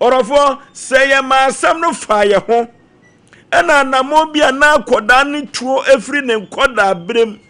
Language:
Akan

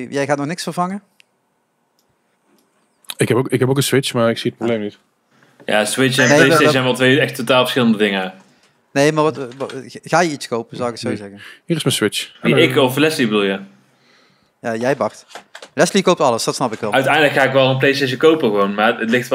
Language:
Dutch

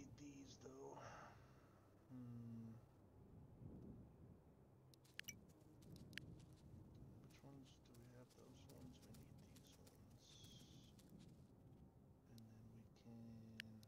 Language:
English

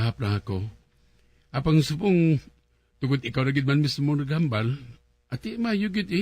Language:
Hiligaynon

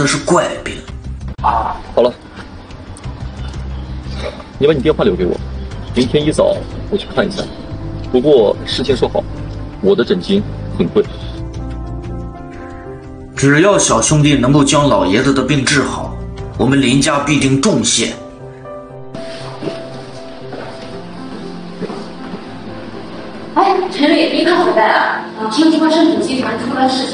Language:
Chinese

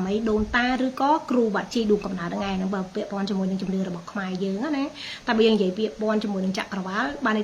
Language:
Khmer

